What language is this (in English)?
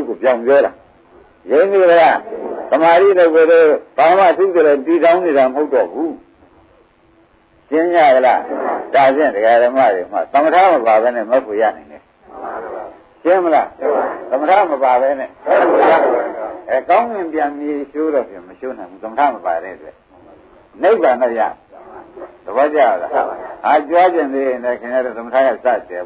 Burmese